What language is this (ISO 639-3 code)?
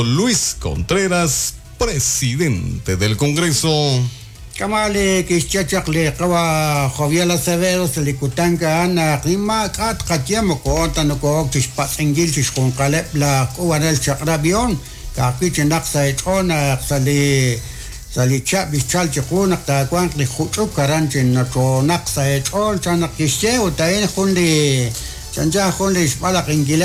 kek